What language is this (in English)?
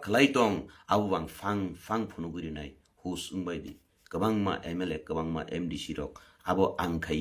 Kok Borok